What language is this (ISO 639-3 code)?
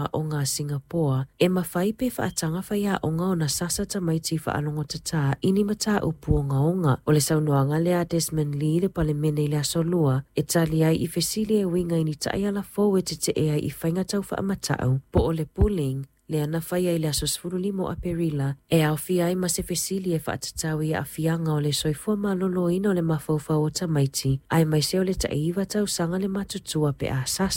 smo